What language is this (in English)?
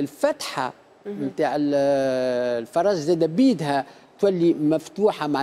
Tunisian Arabic